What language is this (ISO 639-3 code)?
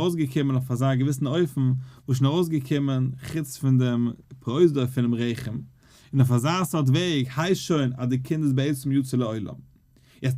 yid